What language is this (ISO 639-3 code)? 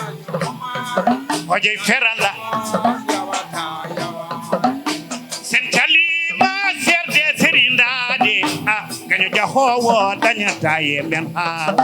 ful